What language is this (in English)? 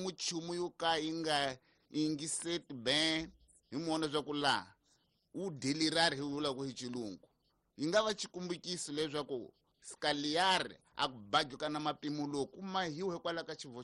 Tsonga